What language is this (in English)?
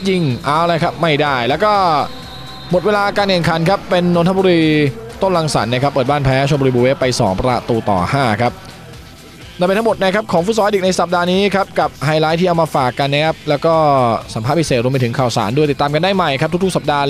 Thai